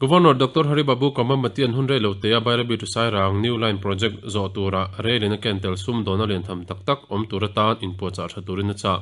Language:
Mizo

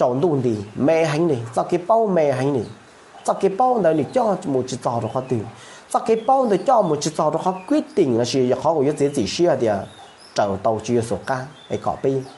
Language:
Hmong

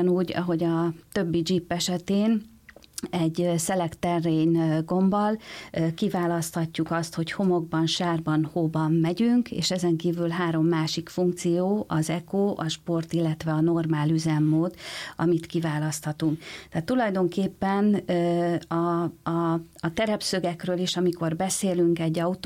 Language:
Hungarian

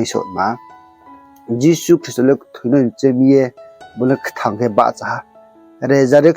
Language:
Riang (India)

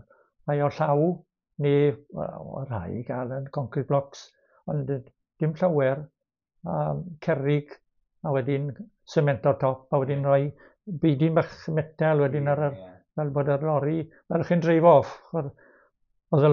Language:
Welsh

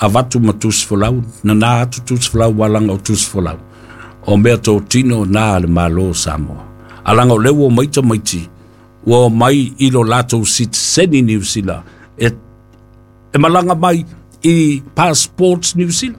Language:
Samoan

